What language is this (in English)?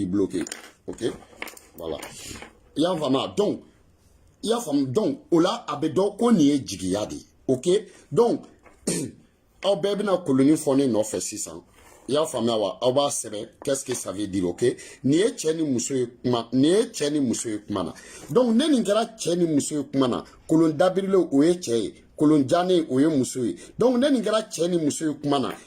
Bambara